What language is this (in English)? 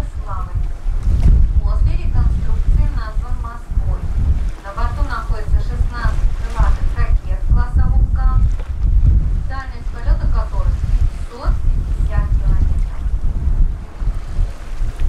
Russian